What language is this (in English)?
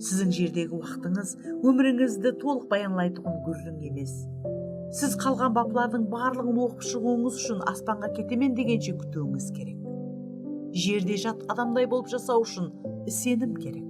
Kara-Kalpak